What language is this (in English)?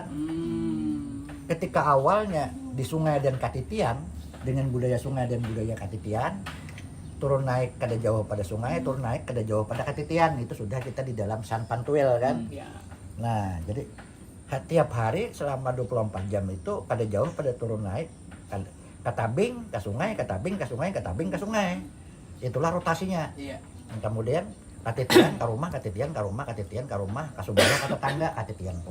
Banjar